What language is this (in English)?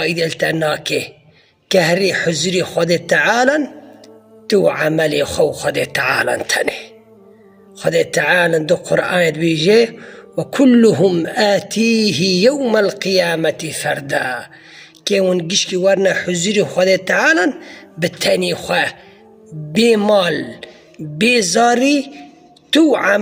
Kurdish